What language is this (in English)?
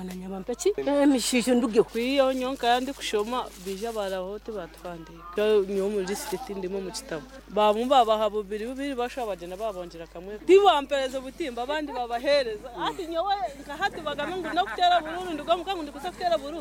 Nyoro